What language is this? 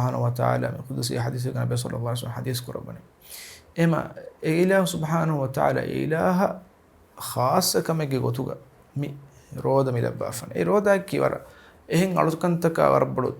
Divehi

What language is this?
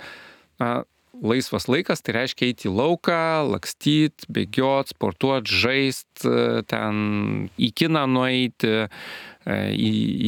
Lithuanian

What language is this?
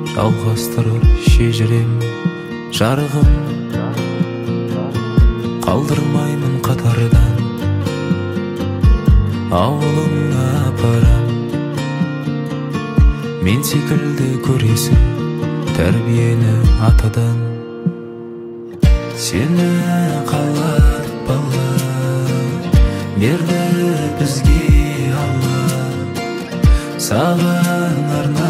Kazakh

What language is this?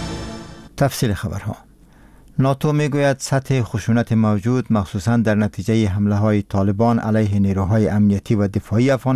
Persian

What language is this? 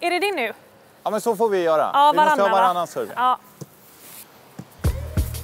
Swedish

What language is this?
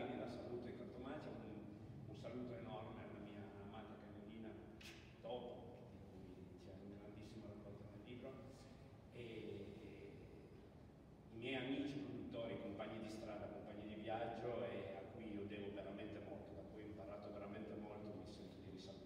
Italian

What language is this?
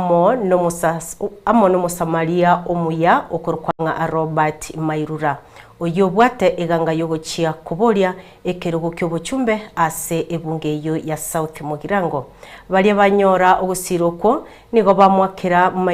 Gusii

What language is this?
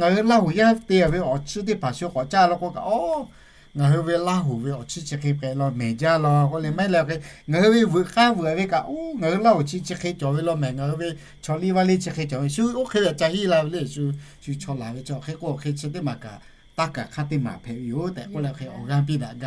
Lahu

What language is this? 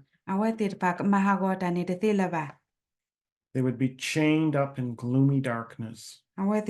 S'gaw Karen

